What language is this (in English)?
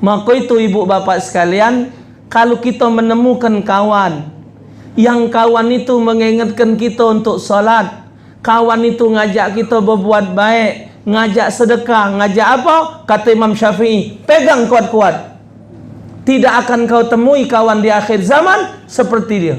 Musi